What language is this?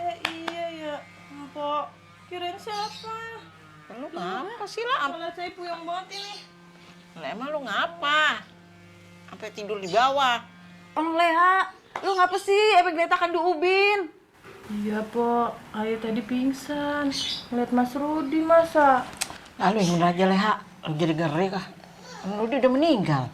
Betawi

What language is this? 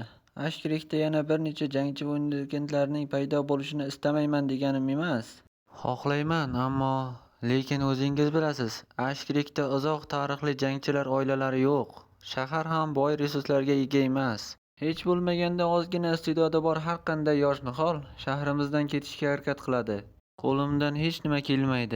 Uzbek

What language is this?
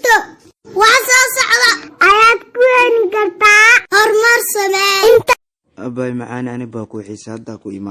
Somali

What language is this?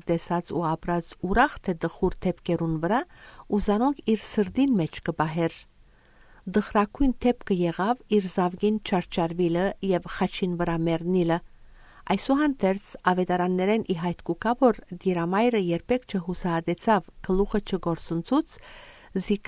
Western Armenian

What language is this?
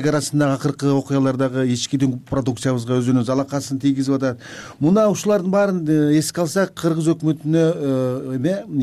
Kyrgyz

